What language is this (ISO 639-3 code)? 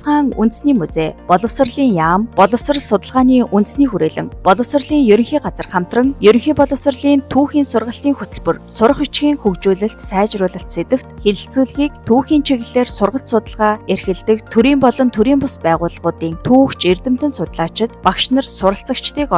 mon